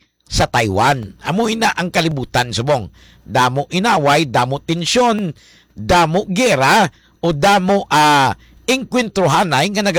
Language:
Hiligaynon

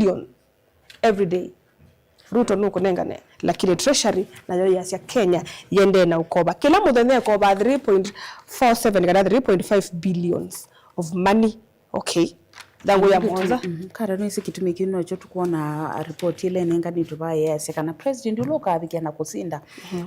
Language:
Kamba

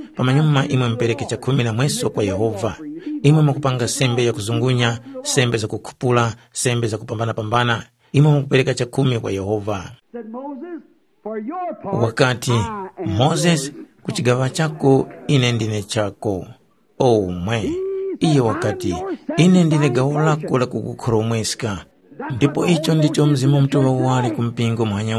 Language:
Tumbuka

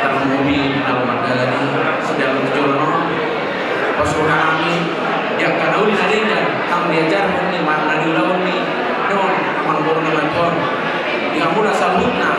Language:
Batak Toba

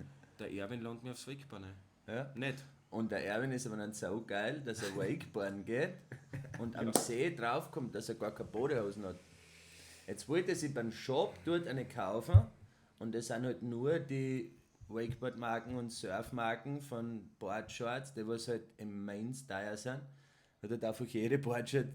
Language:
Bavarian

